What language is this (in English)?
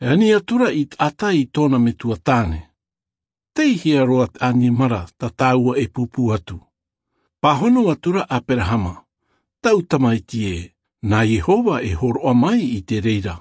Tahitian